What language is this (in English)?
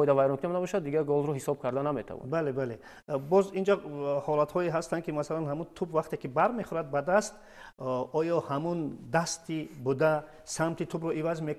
Tajik